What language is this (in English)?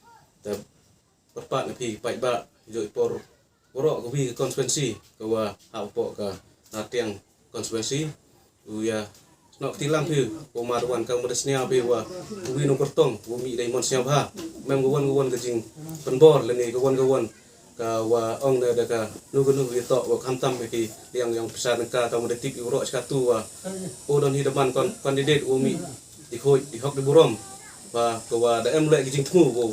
Khasi